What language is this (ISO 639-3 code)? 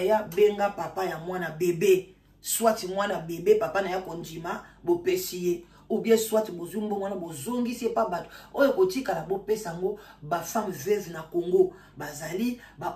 lin